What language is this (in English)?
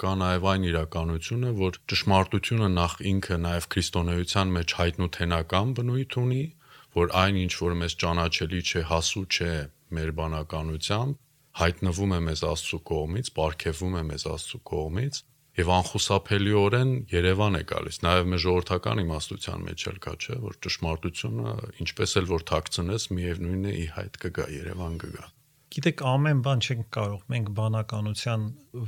Armenian